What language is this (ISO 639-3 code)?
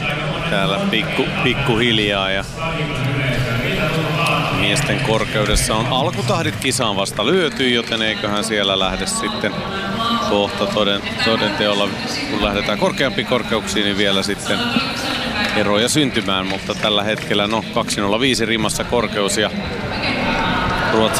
fin